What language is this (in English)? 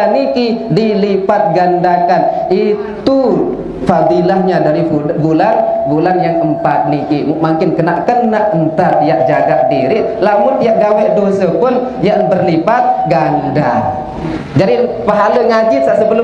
Sasak